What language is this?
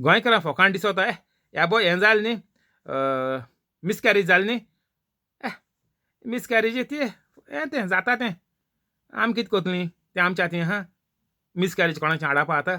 Konkani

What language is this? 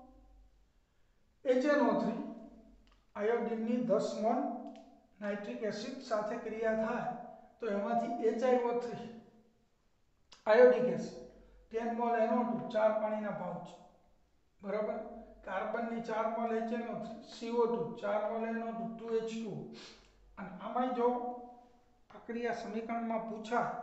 Gujarati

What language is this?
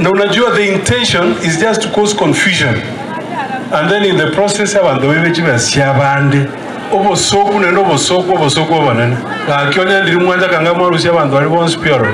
Gusii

